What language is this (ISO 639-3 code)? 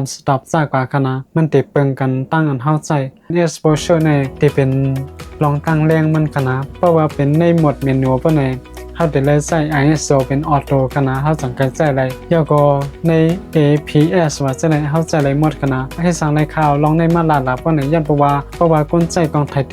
shn